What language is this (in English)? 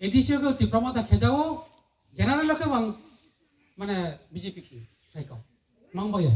Riang (India)